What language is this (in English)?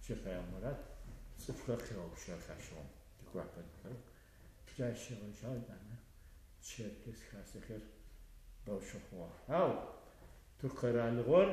Adyghe